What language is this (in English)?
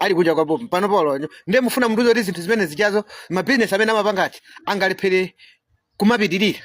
Nyanja